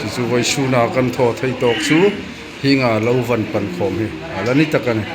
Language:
Hmar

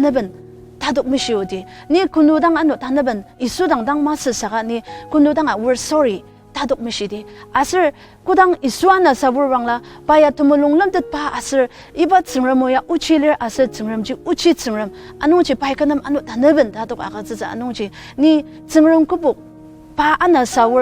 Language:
Ao Naga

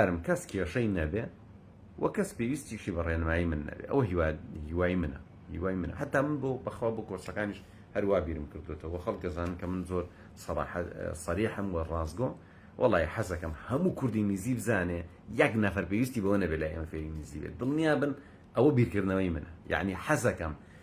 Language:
Central Kurdish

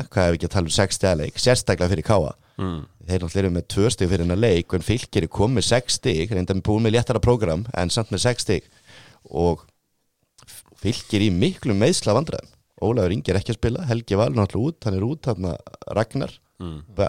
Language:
Icelandic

